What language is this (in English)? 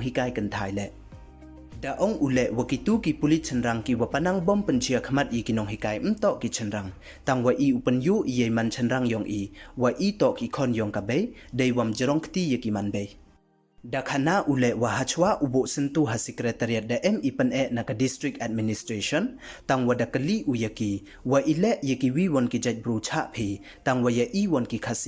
Pnar